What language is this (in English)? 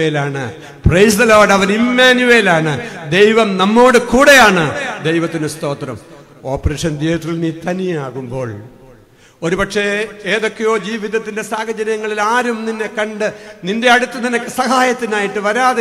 Malayalam